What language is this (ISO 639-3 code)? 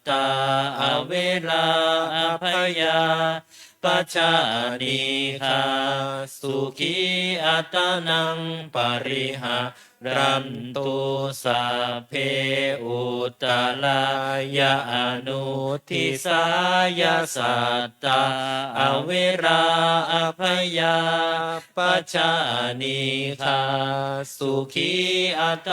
pli